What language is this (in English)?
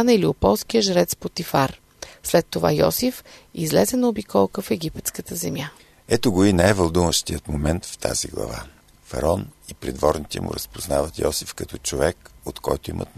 Bulgarian